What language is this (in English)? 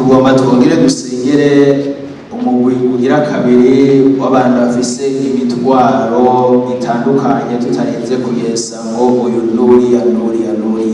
Rundi